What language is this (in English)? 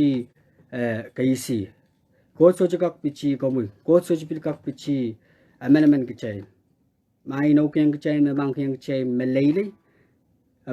Pohnpeian